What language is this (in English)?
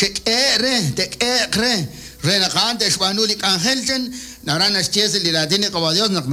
Kekchí